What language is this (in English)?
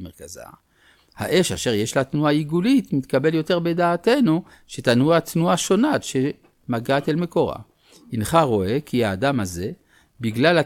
Hebrew